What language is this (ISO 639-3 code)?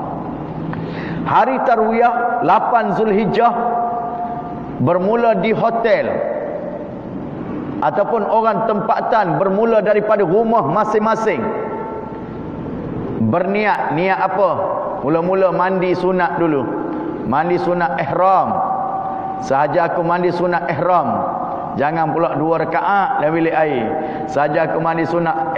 msa